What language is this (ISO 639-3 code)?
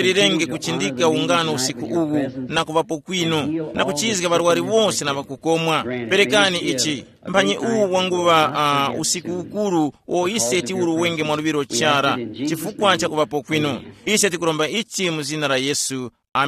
tum